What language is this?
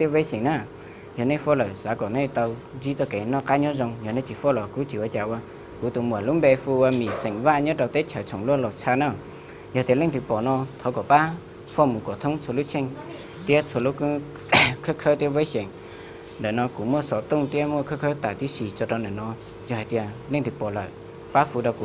Hmong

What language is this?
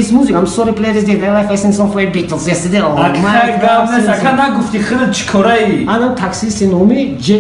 Tajik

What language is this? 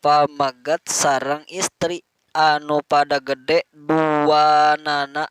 Sundanese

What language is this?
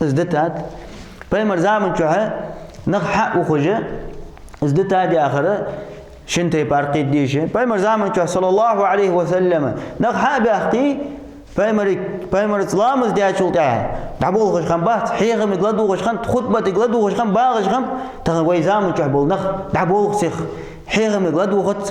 Ingush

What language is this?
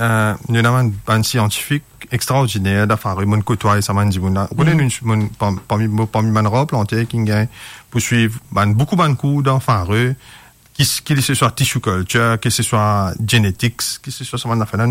Morisyen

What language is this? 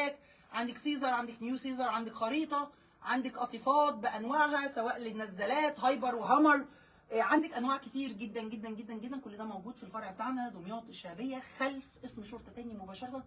Egyptian Arabic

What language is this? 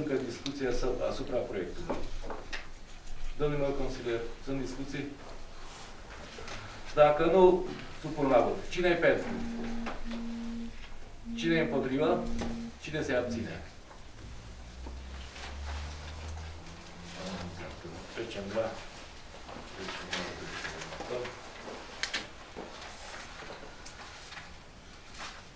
Romanian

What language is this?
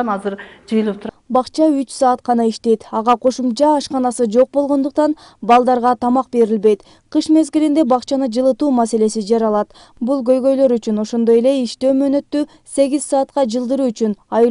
Kyrgyz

